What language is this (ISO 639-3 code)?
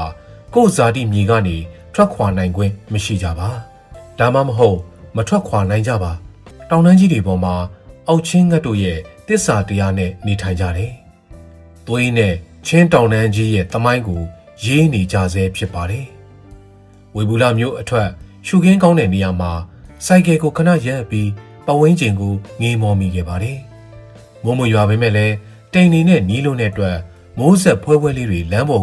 mya